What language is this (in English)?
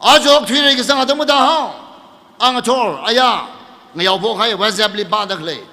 Tangkhul Naga (India)